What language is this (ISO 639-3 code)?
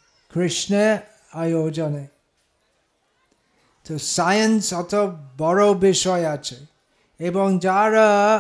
ben